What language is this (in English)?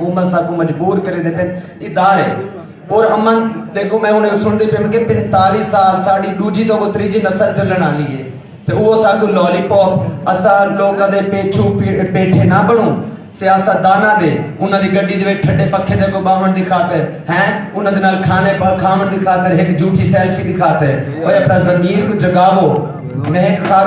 Saraiki